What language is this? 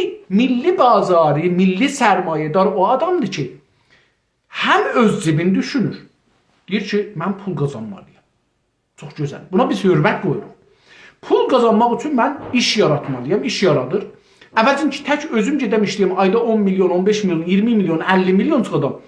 South Azerbaijani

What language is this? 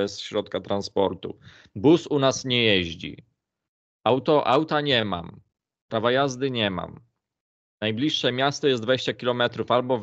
Polish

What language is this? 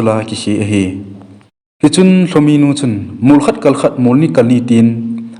Thado Chin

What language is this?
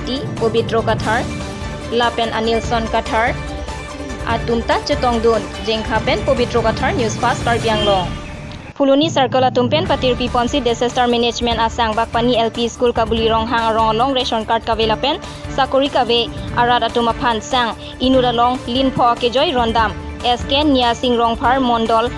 Karbi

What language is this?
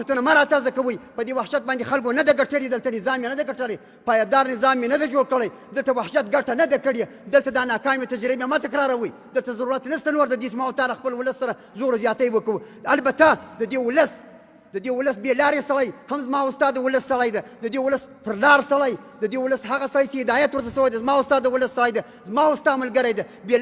Pashto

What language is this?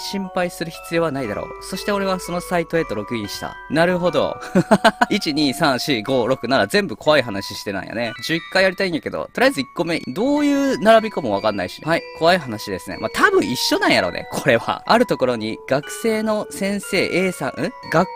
Japanese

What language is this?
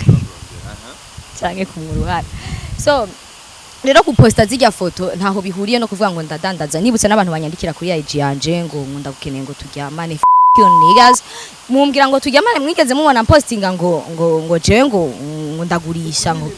Rundi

